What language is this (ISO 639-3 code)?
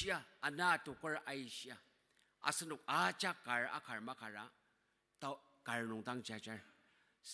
njo